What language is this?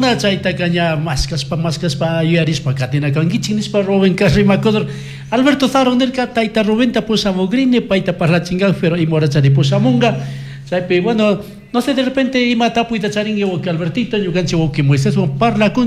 Chimborazo Highland Quichua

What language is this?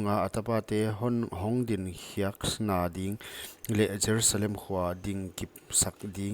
Paite Chin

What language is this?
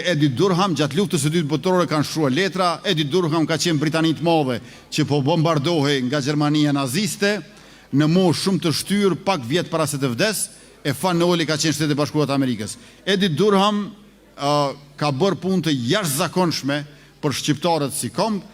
Albanian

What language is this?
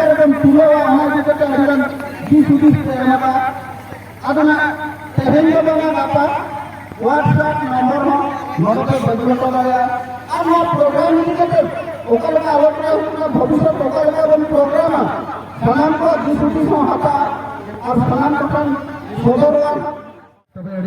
Santali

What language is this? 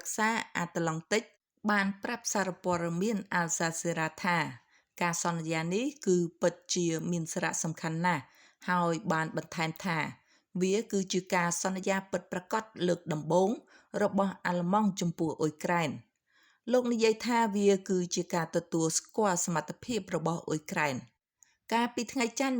Khmer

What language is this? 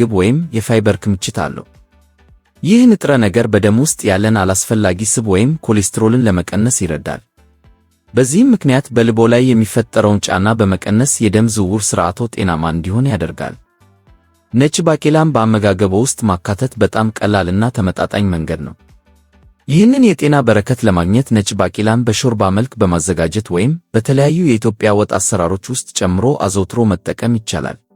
Amharic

